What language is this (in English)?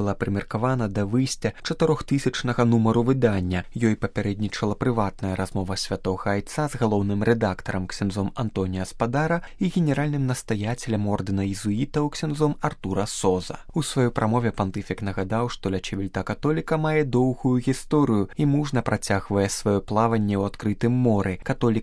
Belarusian